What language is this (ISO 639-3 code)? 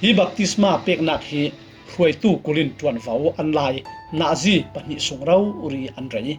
cfm